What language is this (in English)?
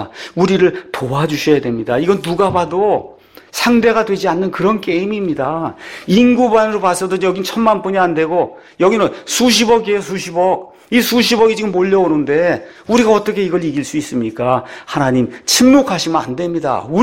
Korean